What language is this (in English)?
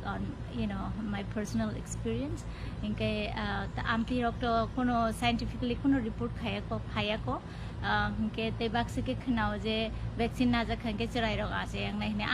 Kok Borok